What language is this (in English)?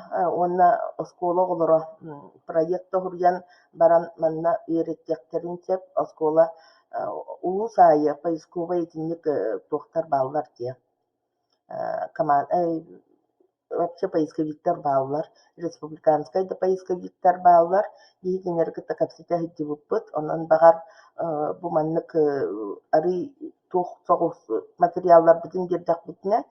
Yakut